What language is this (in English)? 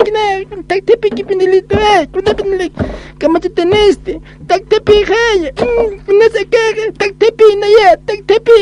Aymara